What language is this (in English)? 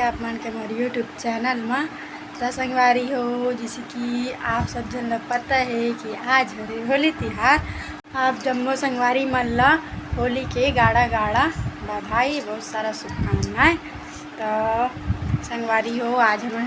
Chhattisgarhi